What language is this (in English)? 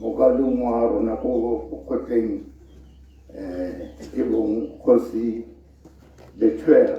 Tswana